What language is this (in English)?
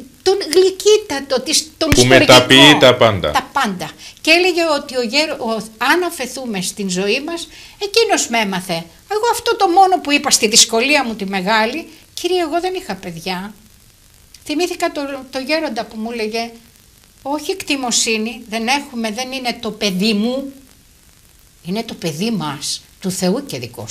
Greek